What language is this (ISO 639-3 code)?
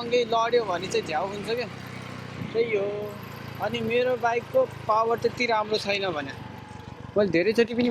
nep